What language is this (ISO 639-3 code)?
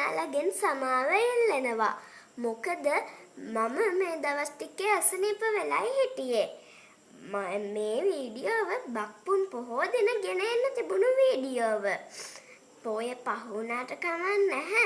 sin